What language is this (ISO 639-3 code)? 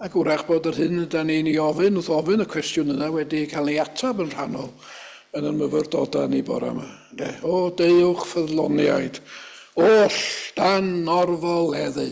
cym